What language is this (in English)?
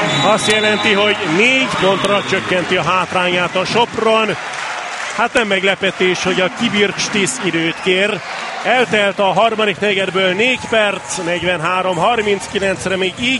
Hungarian